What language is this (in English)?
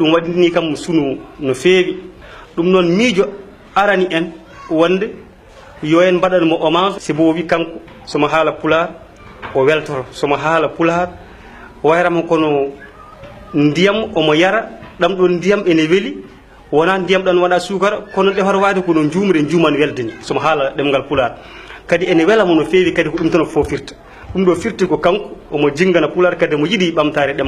Fula